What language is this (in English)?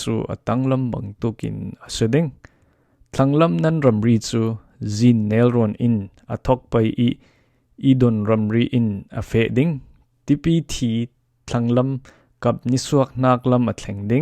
Falam Chin